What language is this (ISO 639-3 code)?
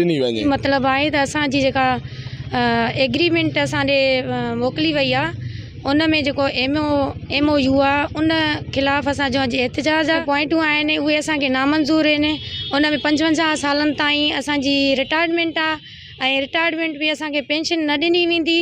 snd